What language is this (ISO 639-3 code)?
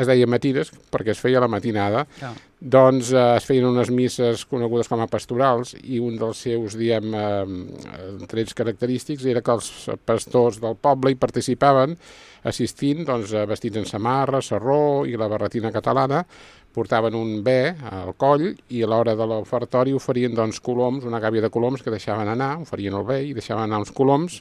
cat